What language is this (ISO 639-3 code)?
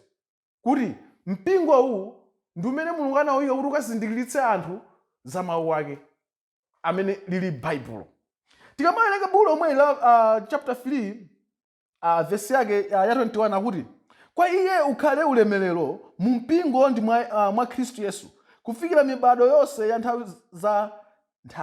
nya